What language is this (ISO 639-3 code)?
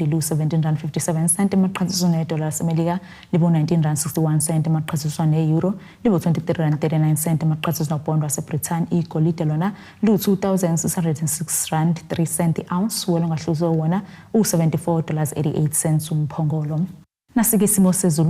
zul